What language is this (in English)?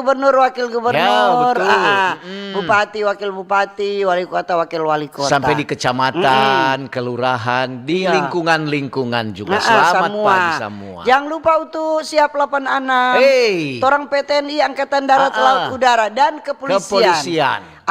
Manado Malay